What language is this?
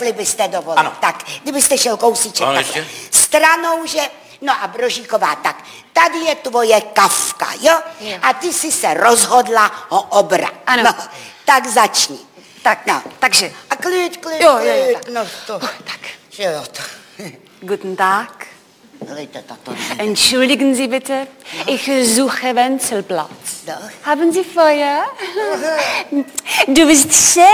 Czech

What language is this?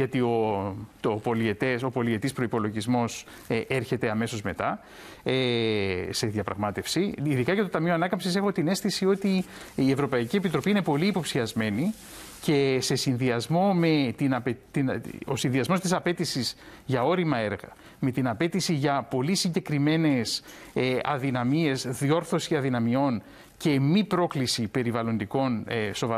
Greek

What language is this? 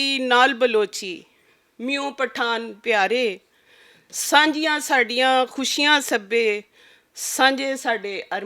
Western Panjabi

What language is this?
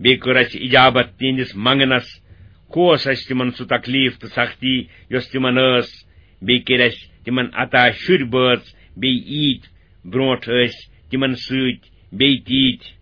Kashmiri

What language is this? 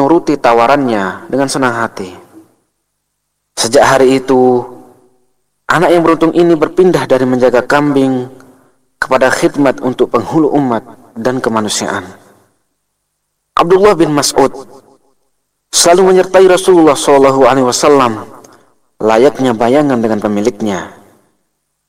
Indonesian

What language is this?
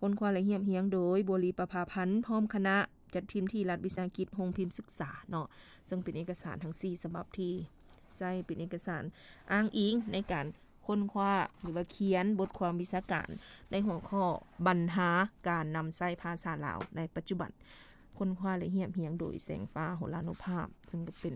Lao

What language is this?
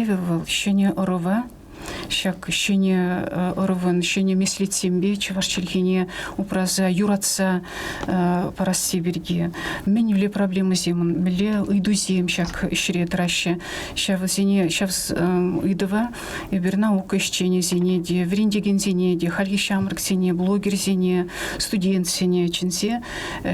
Chuvash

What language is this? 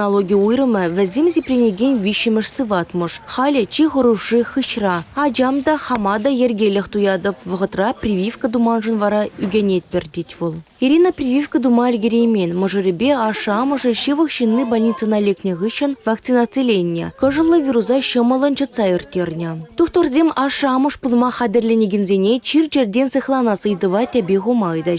Chuvash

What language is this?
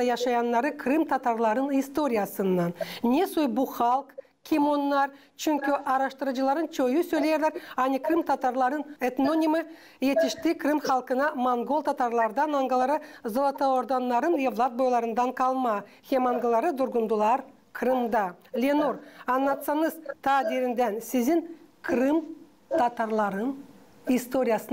Gagauz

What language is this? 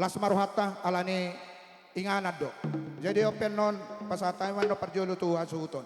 Batak Toba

